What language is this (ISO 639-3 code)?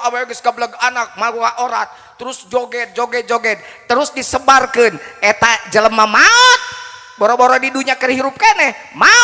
sun